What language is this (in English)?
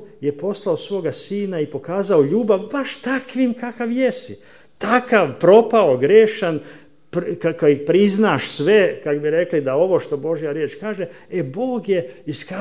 Croatian